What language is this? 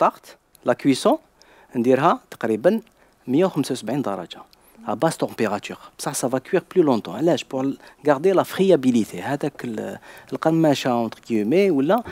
Algerian Arabic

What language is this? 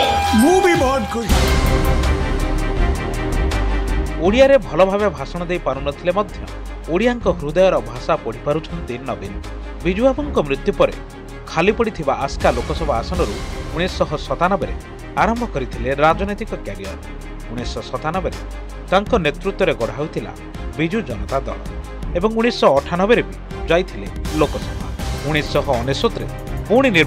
Odia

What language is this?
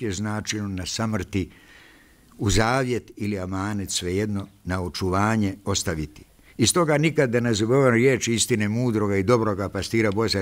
Bosnian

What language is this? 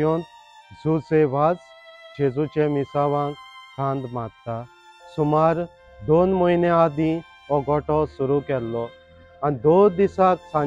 Konkani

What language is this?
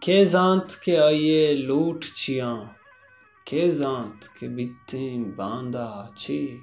Baluchi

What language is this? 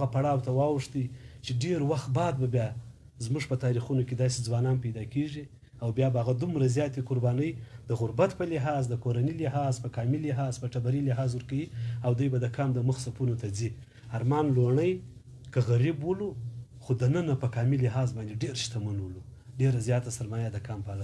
Pashto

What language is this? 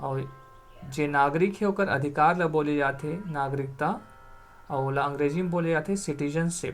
Chhattisgarhi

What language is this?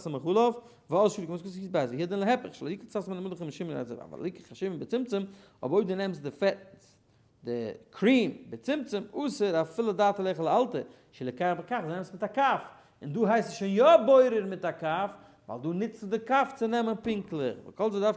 Yiddish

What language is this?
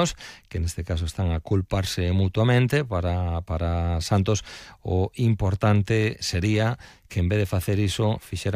Galician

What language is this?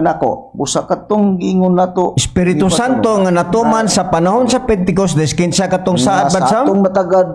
Cebuano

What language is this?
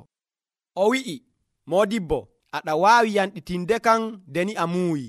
Nigerian Fulfulde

